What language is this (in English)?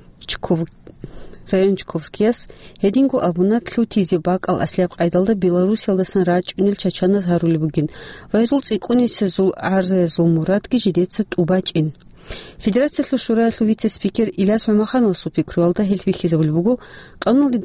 Avaric